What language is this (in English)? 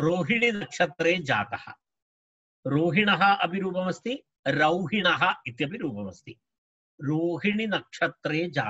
Sanskrit